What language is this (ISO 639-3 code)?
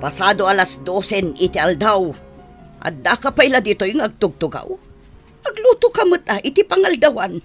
ilo